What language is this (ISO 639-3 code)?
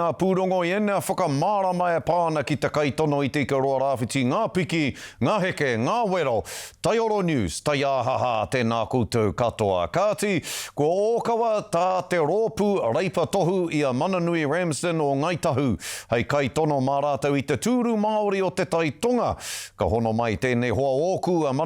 mri